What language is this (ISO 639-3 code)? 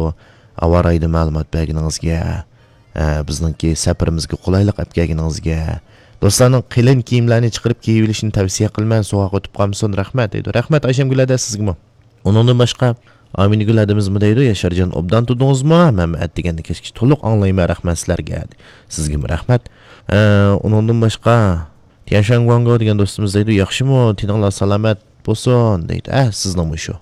uig